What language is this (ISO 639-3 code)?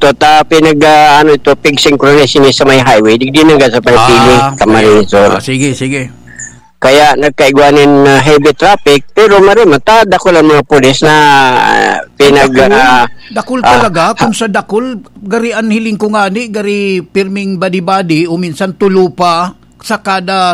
bik